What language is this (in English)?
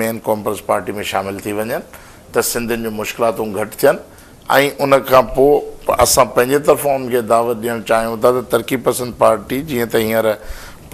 Sindhi